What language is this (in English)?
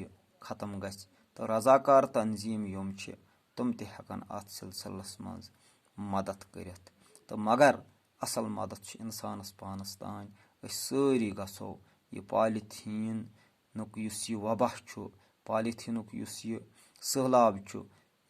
Kashmiri